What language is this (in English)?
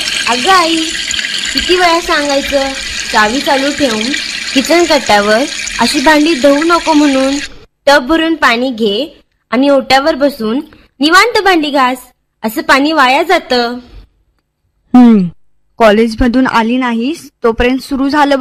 Marathi